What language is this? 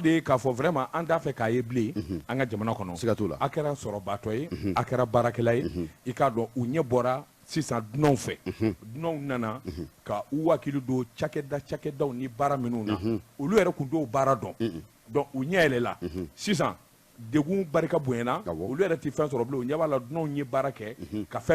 Bambara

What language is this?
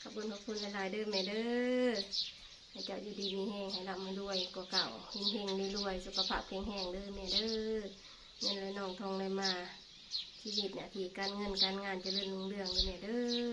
Northeastern Thai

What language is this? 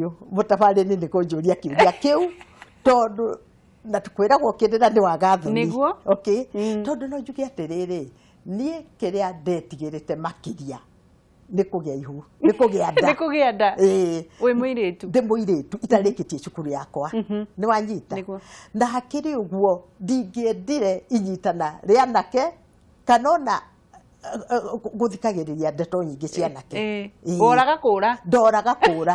Kikuyu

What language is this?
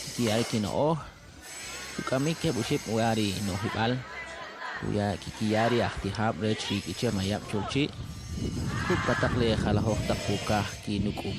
Kʼicheʼ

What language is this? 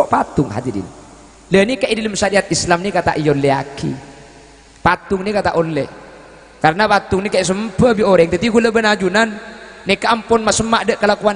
Madurese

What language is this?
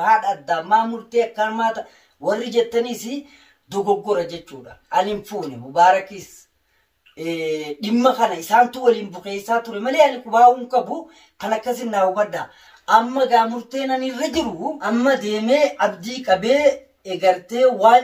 Oromo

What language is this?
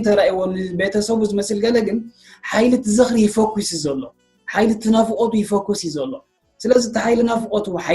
Tigrinya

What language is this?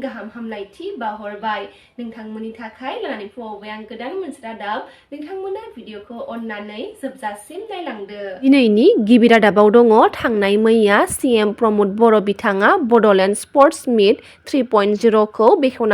Bodo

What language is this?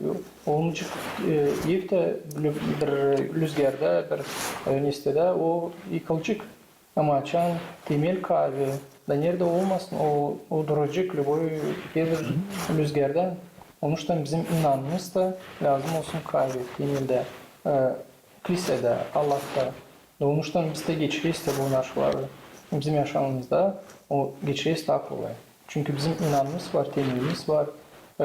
Gagauz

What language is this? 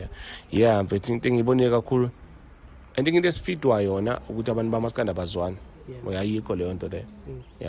Zulu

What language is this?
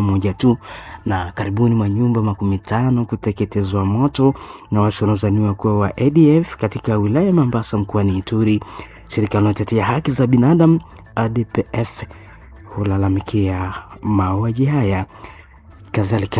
Swahili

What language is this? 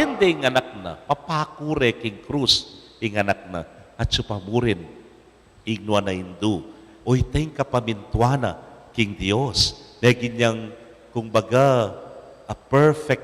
Pampanga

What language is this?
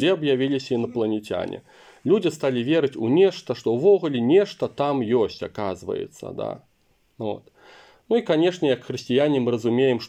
Belarusian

